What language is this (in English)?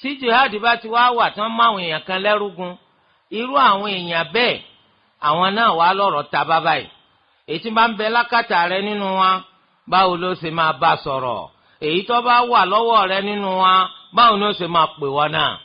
Yoruba